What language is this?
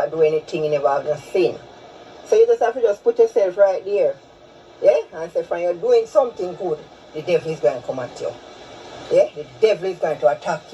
Jamaican Creole English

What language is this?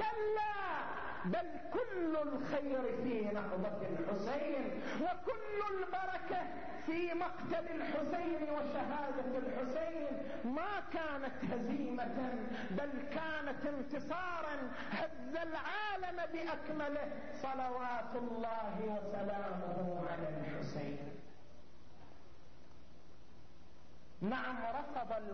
Arabic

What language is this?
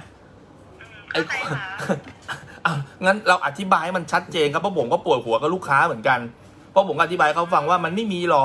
Thai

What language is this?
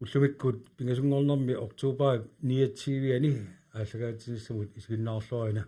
Kalaallisut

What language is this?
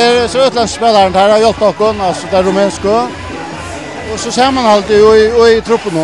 Faroese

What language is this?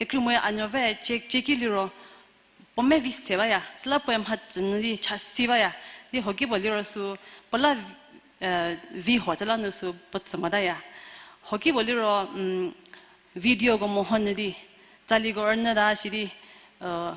Angami Naga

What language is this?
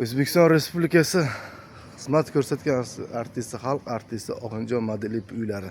Uzbek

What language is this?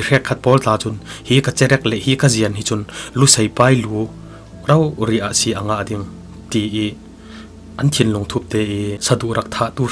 Falam Chin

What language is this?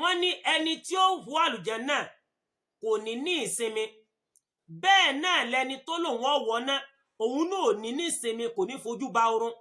Yoruba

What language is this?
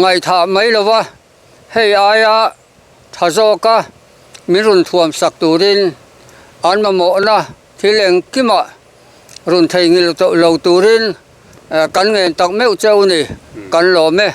Mizo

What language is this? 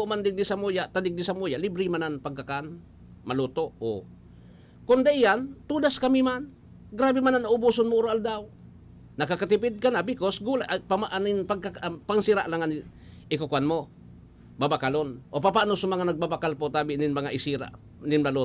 Bikol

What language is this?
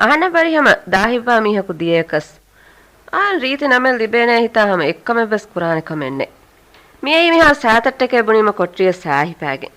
Divehi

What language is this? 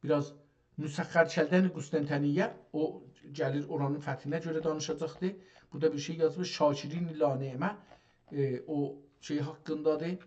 South Azerbaijani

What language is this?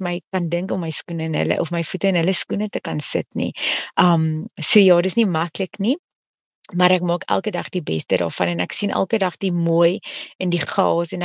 Afrikaans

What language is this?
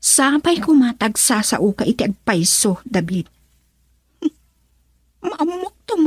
Iloko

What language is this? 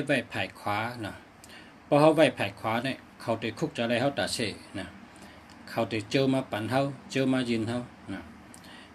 Shan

